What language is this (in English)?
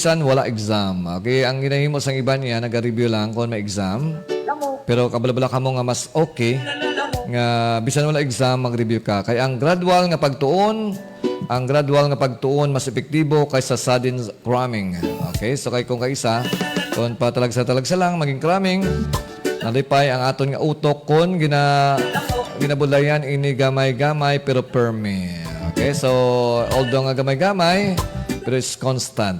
Hiligaynon